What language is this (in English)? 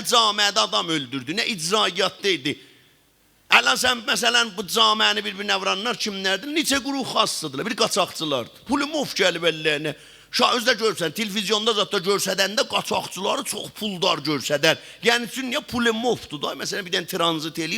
South Azerbaijani